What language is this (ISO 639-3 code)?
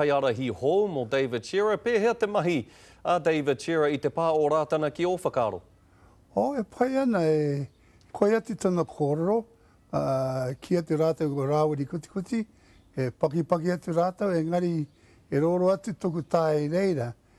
mri